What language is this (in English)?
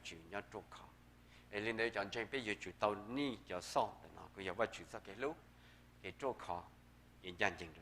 Hmong